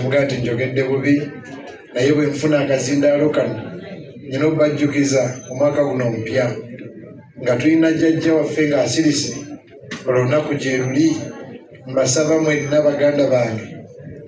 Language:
Ganda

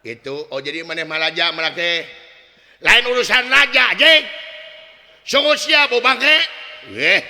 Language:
Sundanese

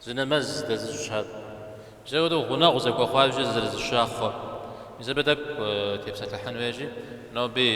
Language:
Kabardian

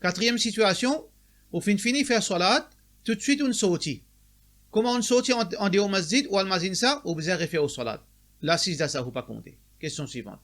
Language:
Morisyen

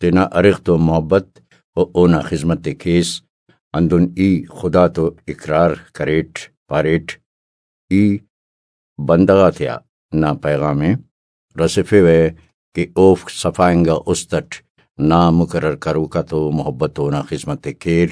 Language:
Brahui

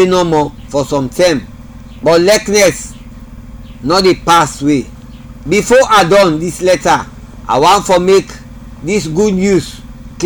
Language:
Krio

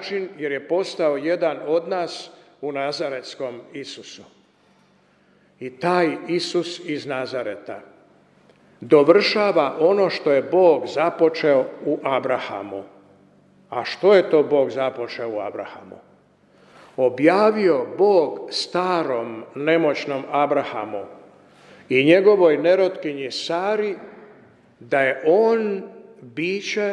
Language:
Croatian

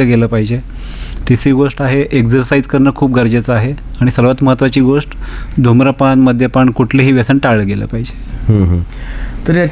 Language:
Marathi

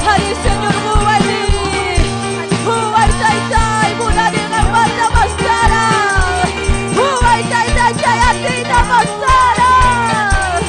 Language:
Ayacucho Quechua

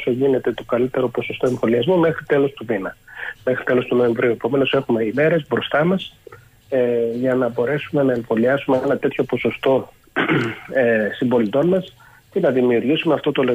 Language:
Greek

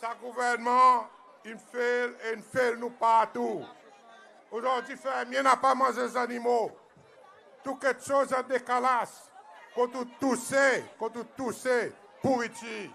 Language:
Seselwa Creole French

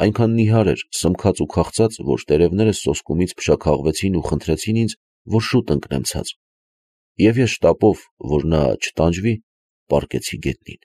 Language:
Armenian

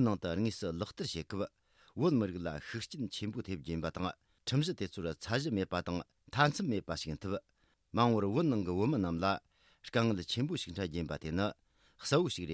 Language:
Tibetan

